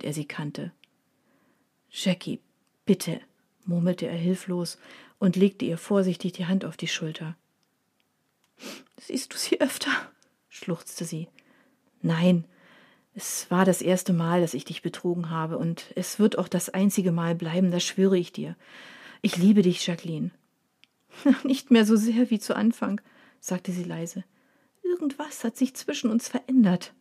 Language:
German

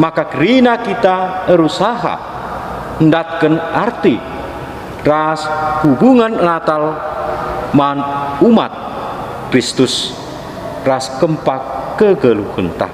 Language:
Batak Karo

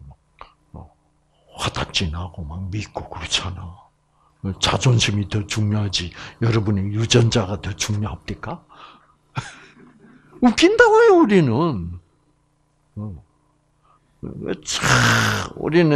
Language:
Korean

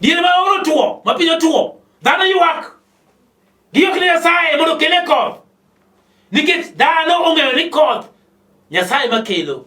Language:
Luo (Kenya and Tanzania)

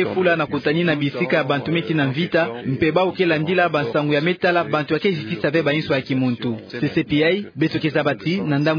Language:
Kituba (Democratic Republic of Congo)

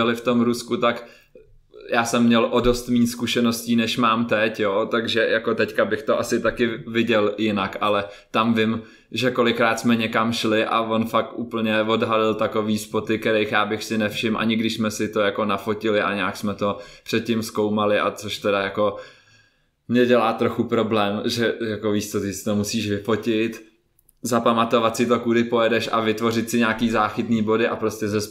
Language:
Czech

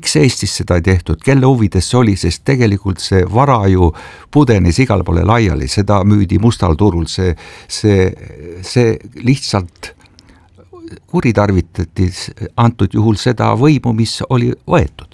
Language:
Estonian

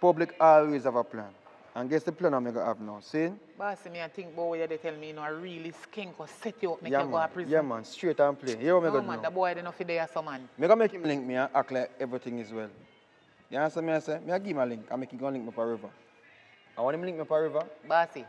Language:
Jamaican Creole English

